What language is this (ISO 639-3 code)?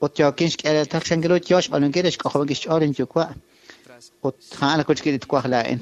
kek